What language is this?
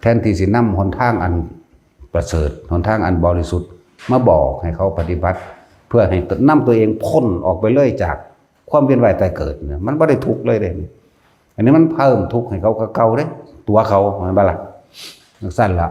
Lao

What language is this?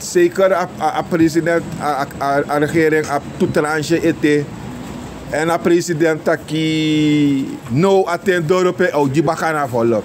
Sranan Tongo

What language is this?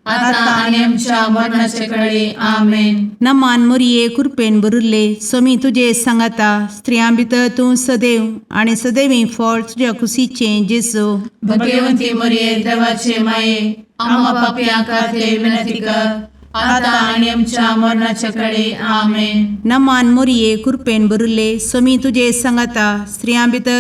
Konkani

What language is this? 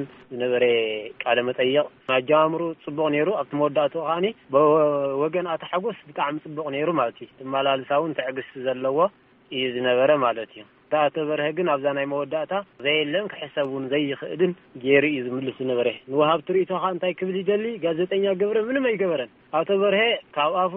Tigrinya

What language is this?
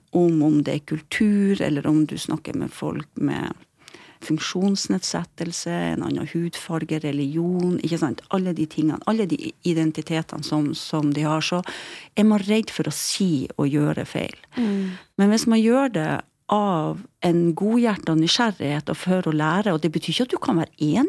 Norwegian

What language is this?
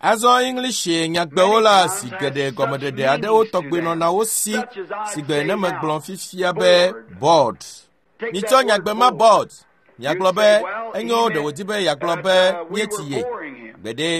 Ewe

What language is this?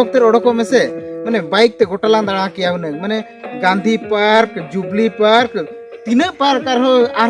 Santali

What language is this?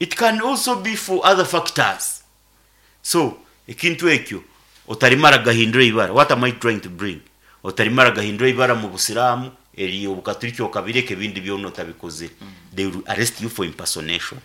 Nyankole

